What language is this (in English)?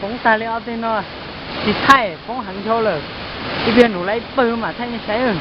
Hmong